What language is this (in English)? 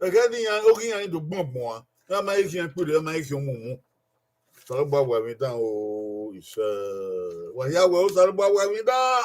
Bini